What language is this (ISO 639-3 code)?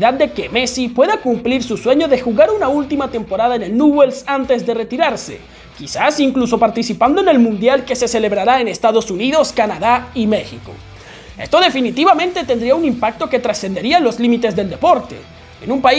spa